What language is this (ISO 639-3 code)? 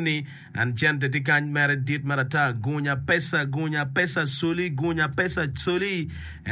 ach